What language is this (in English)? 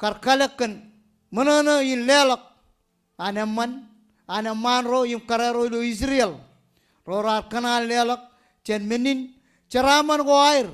Marshallese